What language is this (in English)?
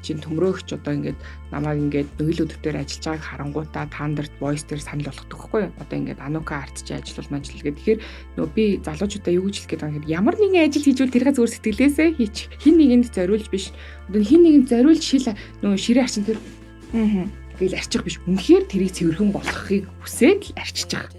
Mongolian